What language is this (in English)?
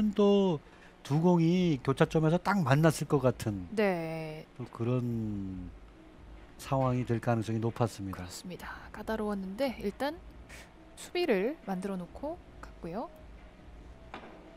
Korean